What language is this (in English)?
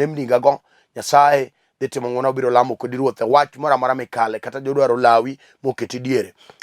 Luo (Kenya and Tanzania)